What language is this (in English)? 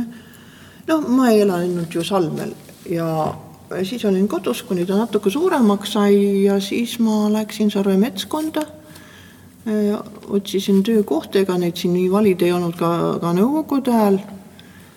Estonian